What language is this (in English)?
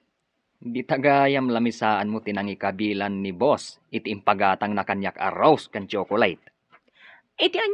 Iloko